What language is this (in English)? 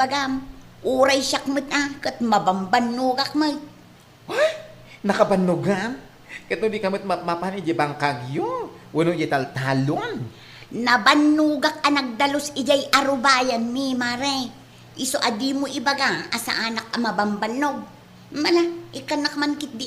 Iloko